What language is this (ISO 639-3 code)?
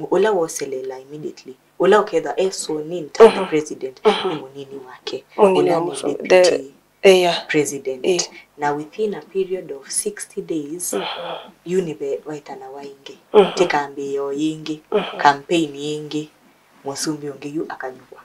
kam